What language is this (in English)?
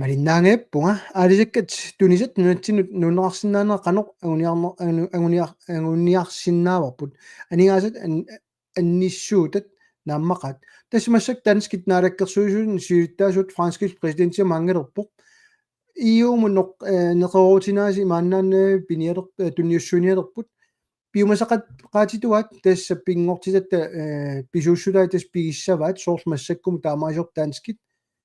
Kalaallisut